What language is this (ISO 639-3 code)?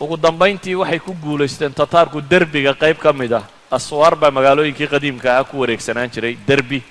som